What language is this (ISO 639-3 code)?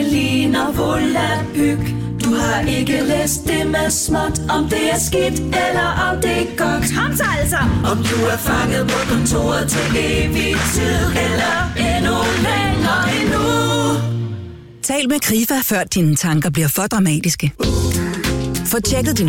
dan